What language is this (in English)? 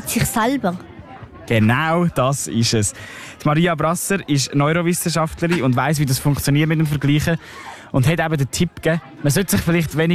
German